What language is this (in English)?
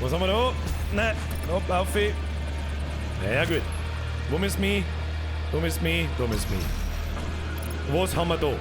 Bavarian